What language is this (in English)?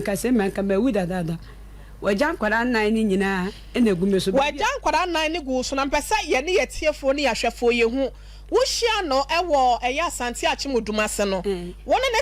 Akan